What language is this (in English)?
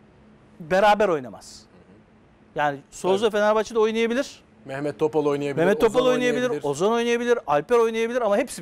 Turkish